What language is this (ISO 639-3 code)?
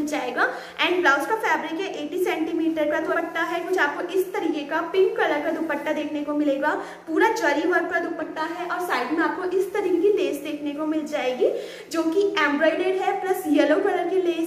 hin